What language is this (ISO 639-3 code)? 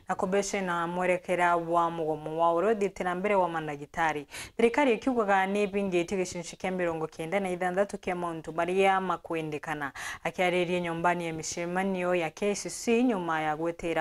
mer